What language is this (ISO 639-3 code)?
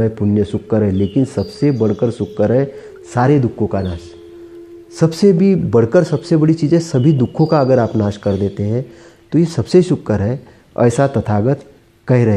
hin